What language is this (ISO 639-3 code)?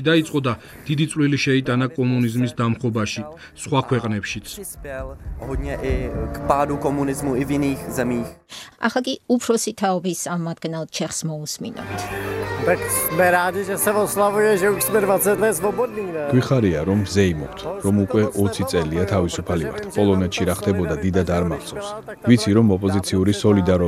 kat